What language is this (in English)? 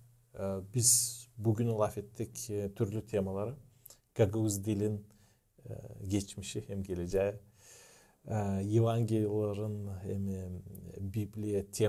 Gagauz